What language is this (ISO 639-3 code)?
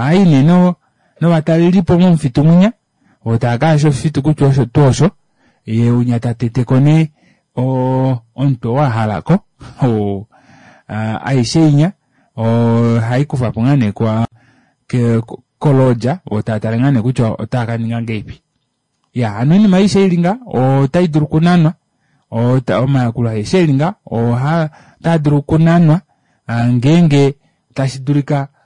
kua